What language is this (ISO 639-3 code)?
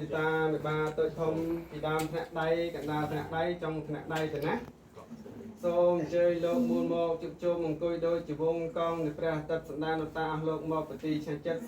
khm